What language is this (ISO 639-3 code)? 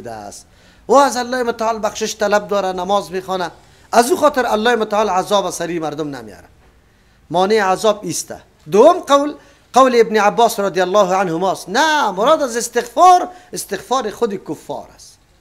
fas